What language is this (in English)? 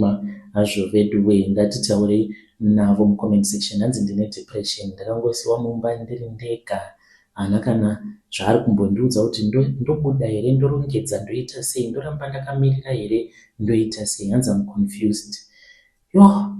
Shona